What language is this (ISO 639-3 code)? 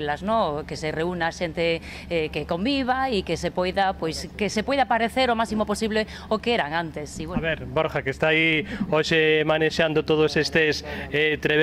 glg